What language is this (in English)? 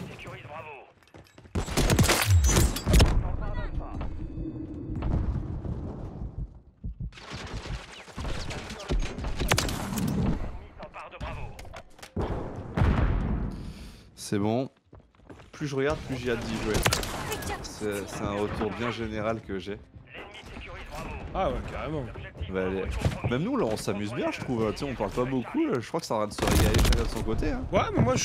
French